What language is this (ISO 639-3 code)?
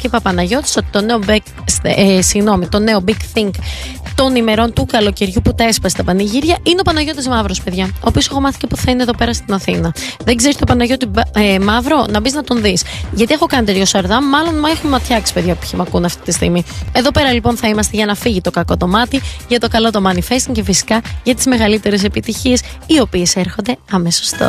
ell